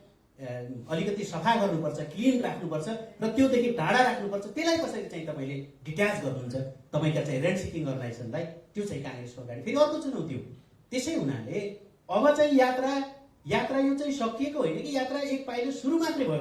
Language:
Nepali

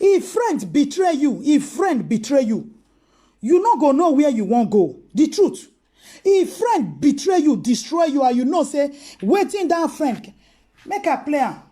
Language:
Nigerian Pidgin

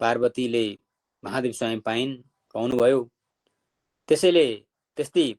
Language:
Nepali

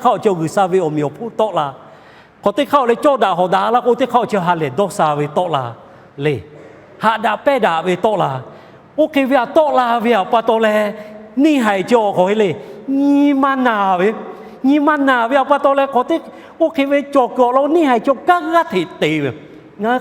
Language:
Lahu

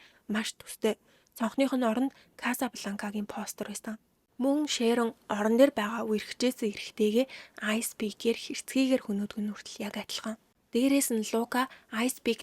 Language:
Mongolian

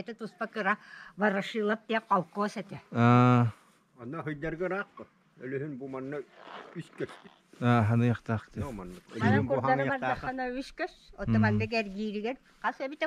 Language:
Yakut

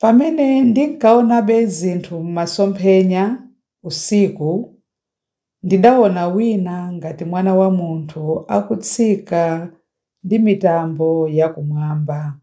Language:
Nyanja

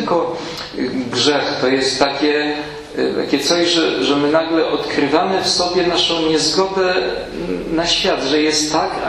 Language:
Polish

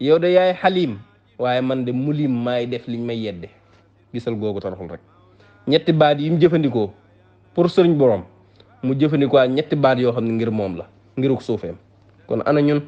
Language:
Wolof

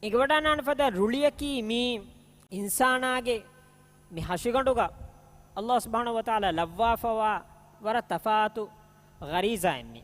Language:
Divehi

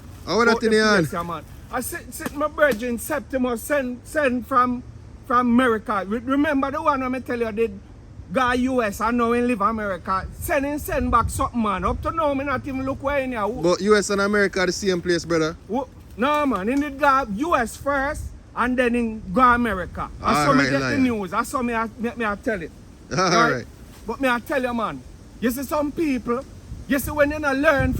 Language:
Jamaican Creole English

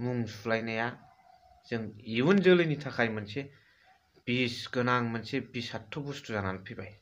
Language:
Bodo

